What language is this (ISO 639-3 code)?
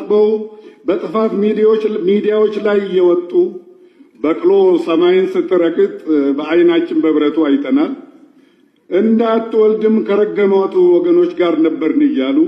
amh